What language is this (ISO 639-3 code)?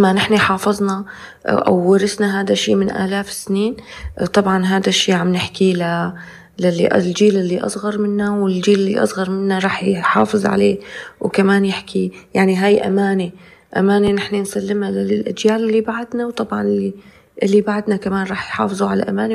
apc